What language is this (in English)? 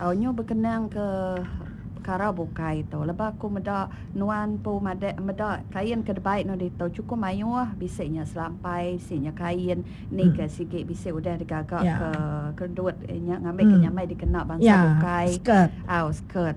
Iban